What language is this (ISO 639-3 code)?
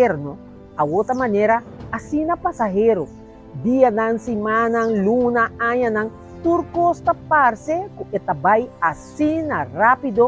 pap